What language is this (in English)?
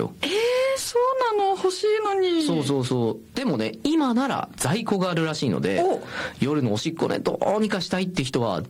Japanese